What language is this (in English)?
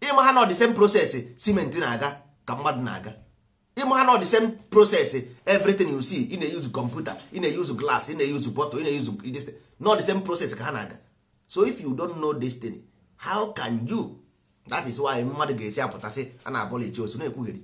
Igbo